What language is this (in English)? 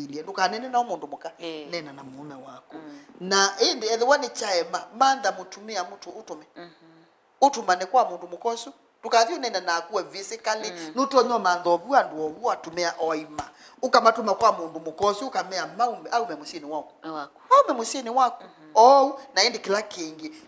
Kamba